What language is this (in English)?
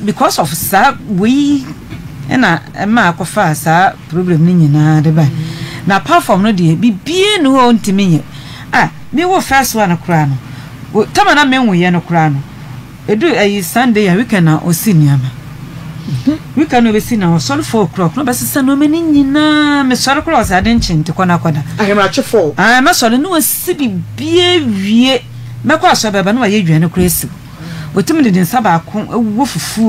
Akan